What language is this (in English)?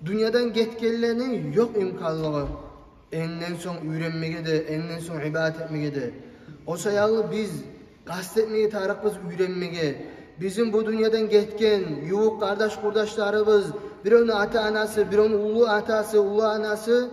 Kumyk